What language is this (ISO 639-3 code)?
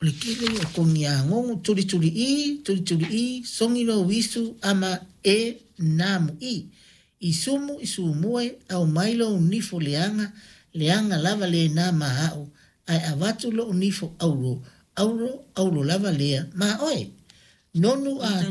smo